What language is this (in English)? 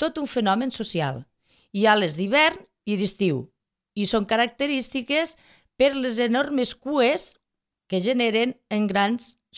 Catalan